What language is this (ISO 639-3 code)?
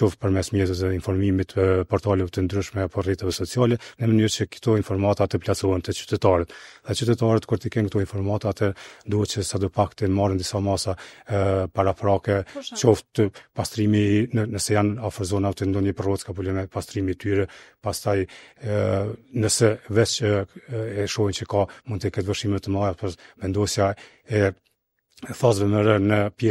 sqi